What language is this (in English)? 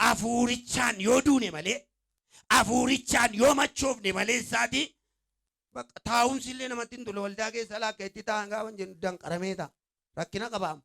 Oromo